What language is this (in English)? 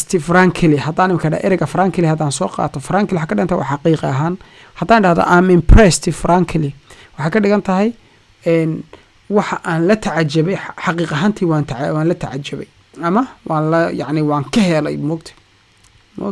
Somali